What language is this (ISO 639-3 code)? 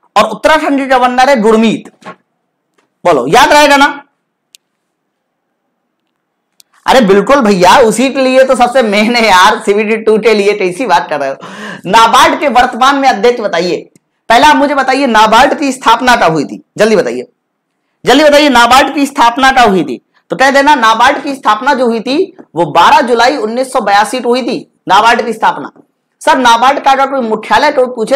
hin